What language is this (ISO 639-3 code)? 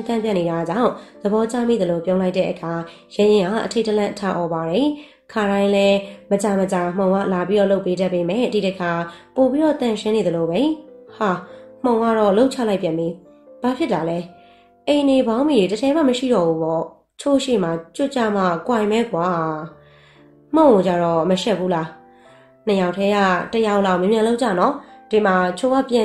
mya